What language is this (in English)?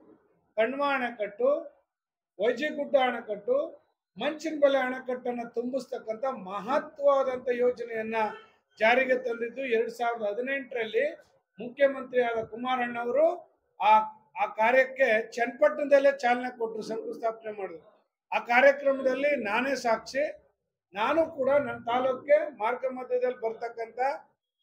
Kannada